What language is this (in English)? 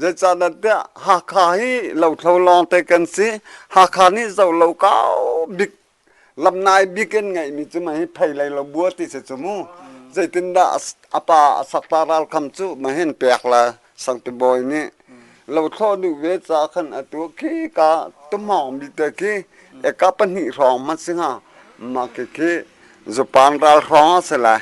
Hakha Chin